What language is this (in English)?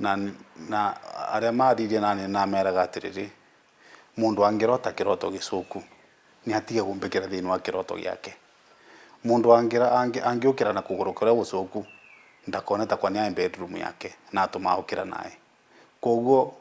Meru